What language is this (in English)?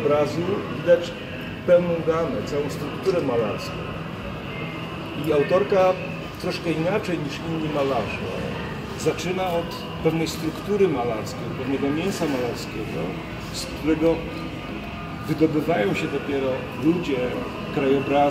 Polish